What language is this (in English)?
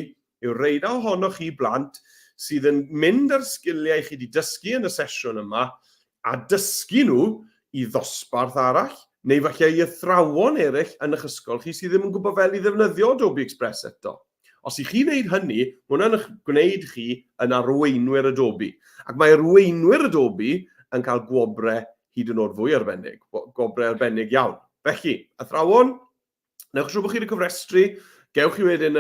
Welsh